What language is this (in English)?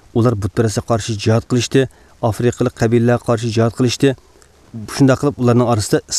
Uyghur